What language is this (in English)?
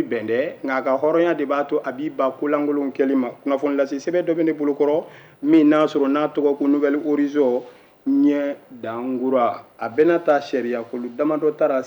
Bambara